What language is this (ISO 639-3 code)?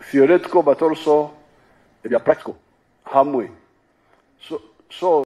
nyn